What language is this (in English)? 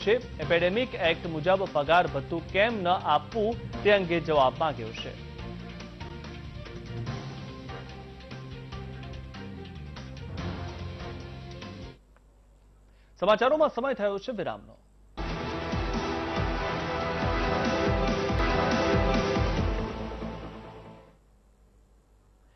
Gujarati